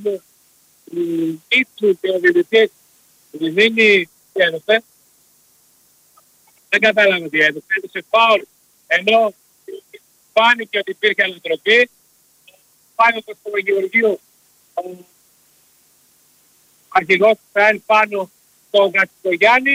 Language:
Greek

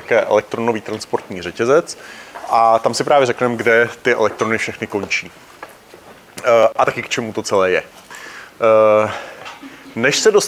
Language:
Czech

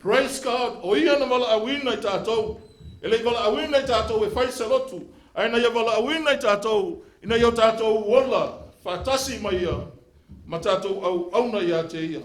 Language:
Samoan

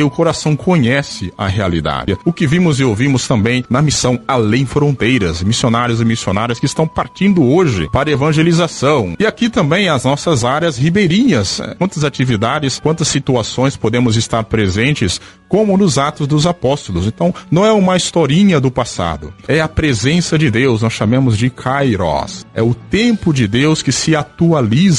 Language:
Portuguese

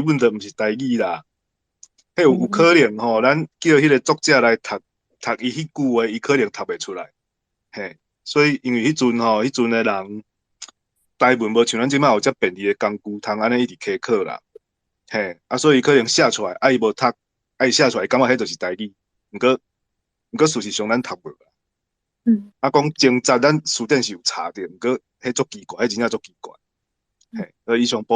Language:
Min Nan Chinese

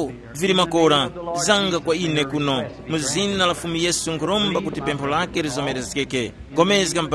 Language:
Tumbuka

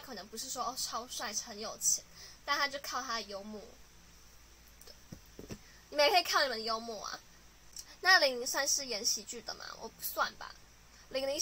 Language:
Chinese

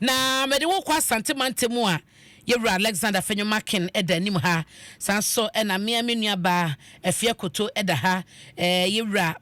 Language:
Akan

